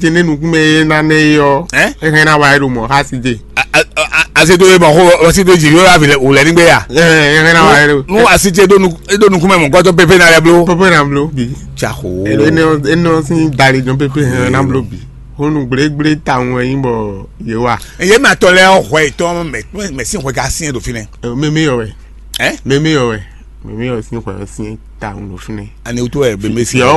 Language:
Fon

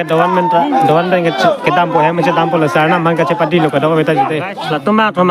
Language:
Karbi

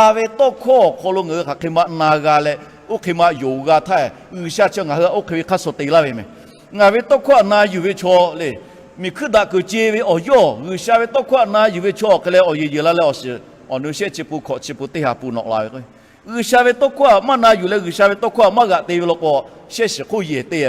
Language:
Lahu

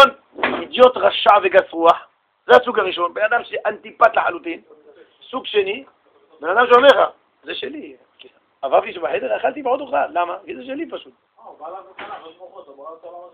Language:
Hebrew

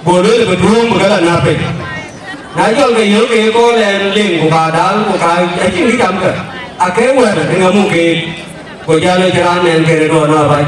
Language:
Dinka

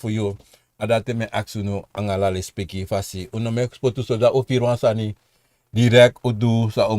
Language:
Sranan Tongo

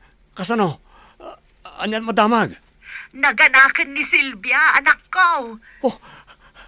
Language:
Iloko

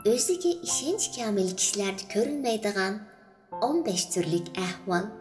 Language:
Uyghur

